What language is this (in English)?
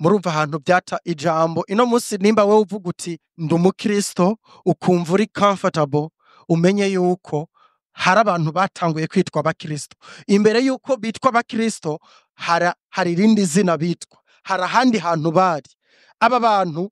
Rundi